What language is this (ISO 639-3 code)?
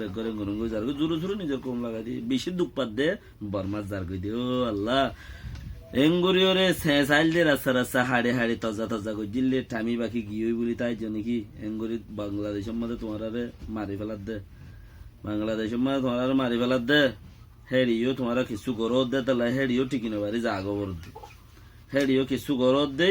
rhg